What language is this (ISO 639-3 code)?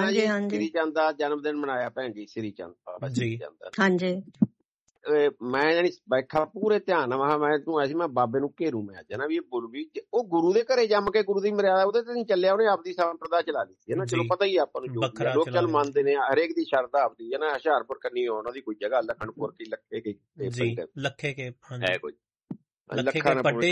pan